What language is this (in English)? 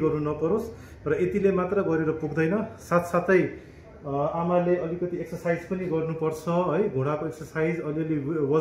Nepali